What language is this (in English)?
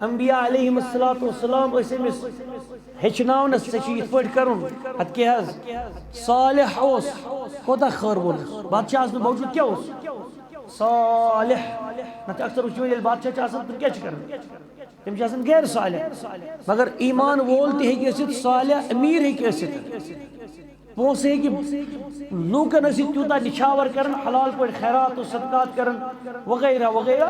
Kashmiri